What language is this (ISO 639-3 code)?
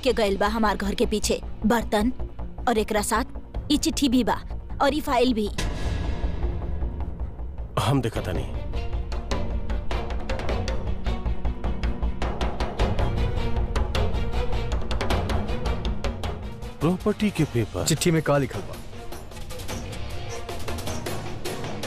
bho